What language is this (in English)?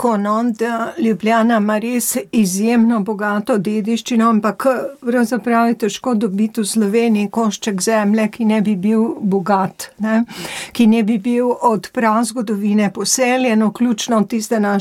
Slovenian